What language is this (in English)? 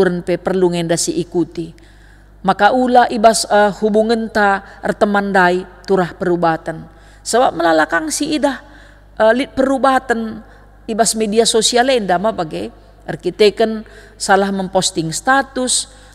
Batak Karo